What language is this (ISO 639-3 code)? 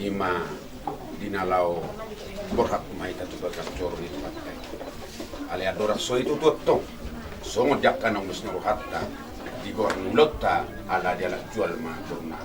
bbc